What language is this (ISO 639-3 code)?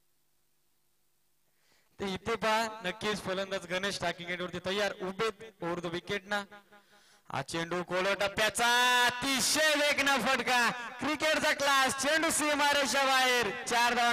mar